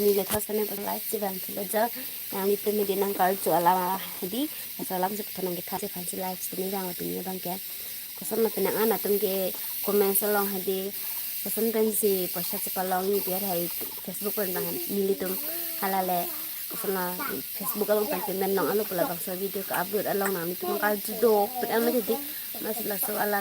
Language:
Karbi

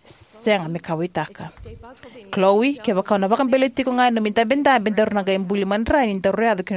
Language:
Fijian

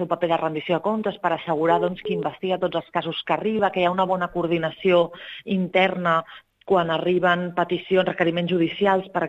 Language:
Catalan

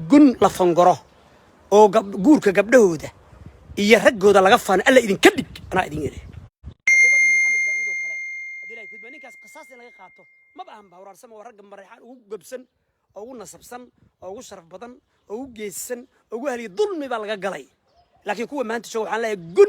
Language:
Somali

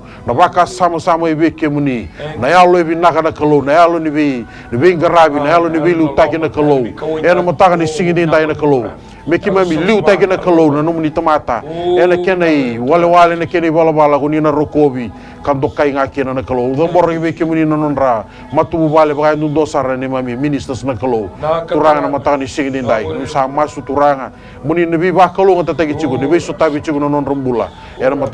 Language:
Fijian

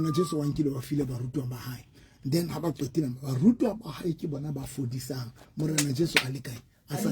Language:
Southern Sotho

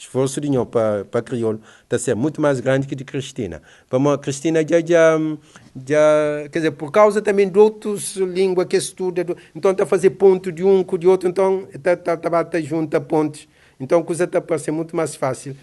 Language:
Kabuverdianu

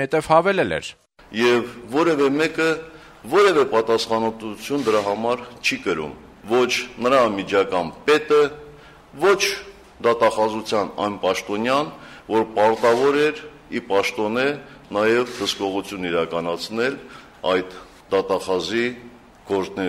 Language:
Armenian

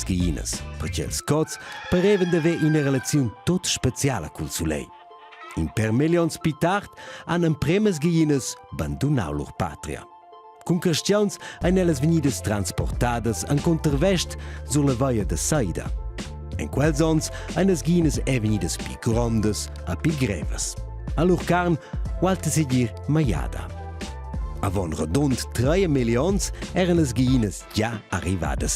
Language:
Romansh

